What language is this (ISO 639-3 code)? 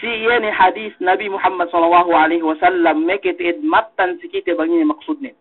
yka